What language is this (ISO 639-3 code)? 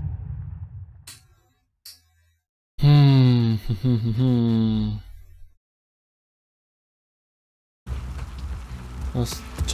pol